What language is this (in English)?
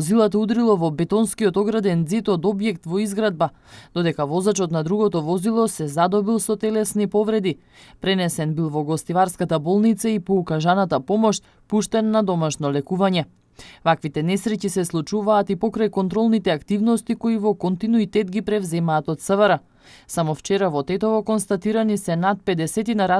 Macedonian